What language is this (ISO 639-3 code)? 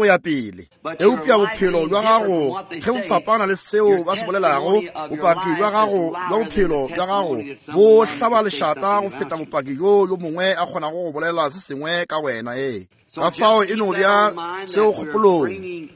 nso